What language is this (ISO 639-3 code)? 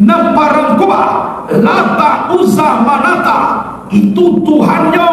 min